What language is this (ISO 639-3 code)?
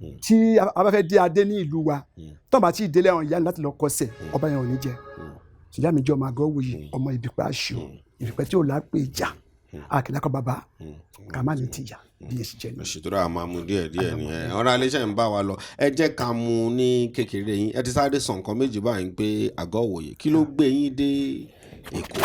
yor